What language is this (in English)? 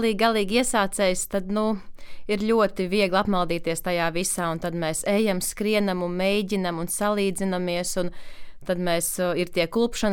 Latvian